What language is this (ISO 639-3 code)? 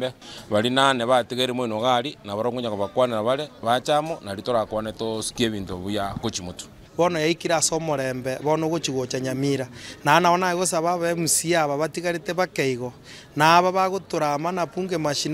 guz